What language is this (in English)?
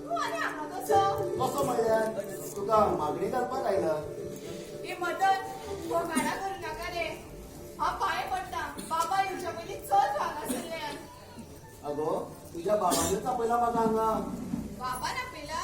Konkani